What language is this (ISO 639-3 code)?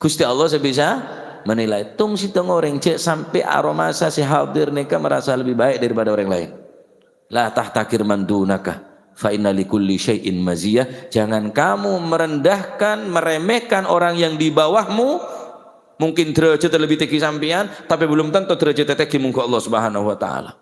mad